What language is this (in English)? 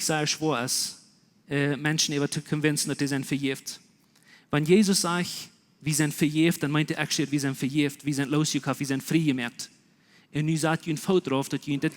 Plautdietsch